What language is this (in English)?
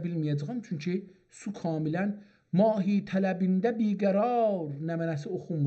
South Azerbaijani